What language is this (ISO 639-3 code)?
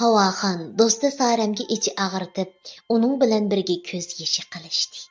uig